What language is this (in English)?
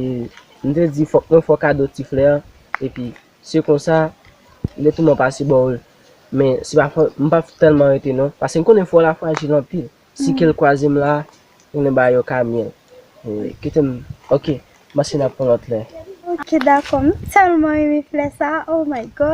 Haitian Creole